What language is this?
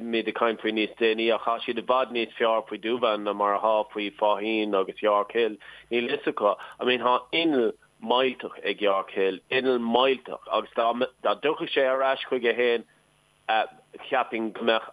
Irish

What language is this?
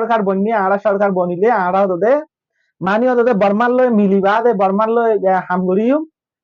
Rohingya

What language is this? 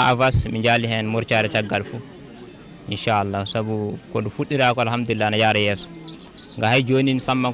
Fula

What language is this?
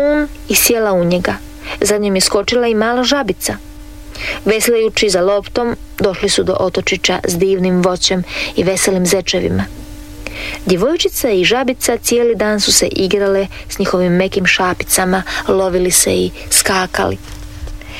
Croatian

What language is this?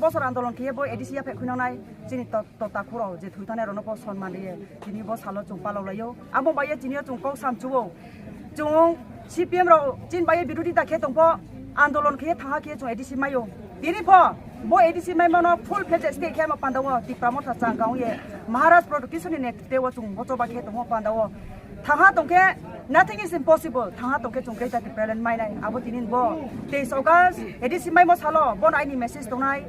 Kok Borok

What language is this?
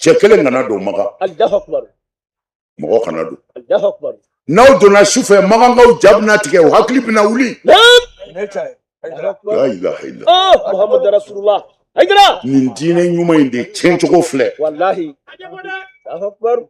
Bambara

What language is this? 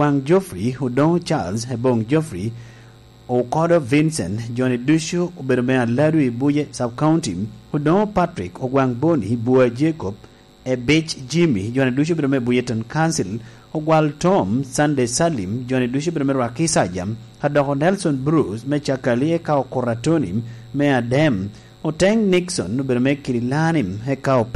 Lango (Uganda)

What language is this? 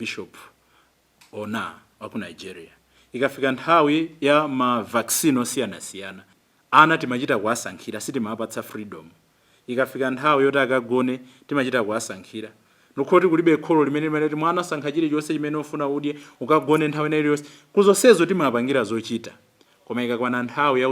Nyanja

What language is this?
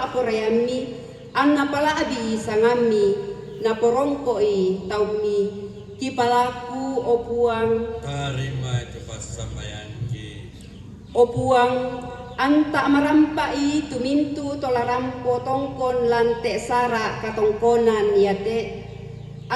Toraja-Sa'dan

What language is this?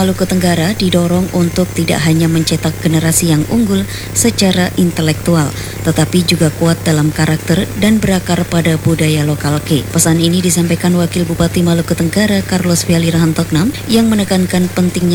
Indonesian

